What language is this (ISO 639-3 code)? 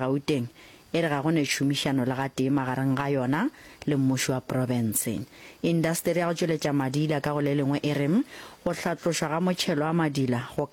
nso